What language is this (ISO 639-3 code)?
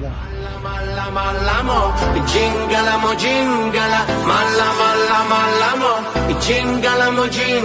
tgk